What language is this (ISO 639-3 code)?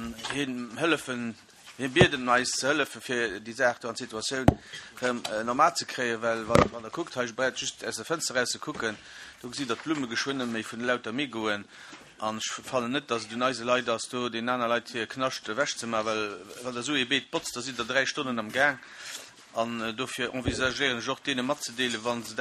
ltz